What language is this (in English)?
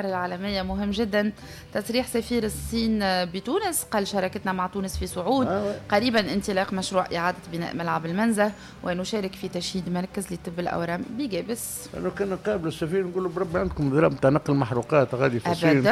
Tunisian Arabic